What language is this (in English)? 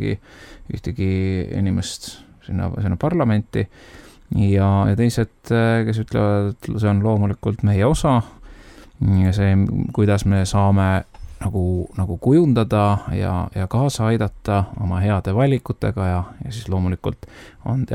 Estonian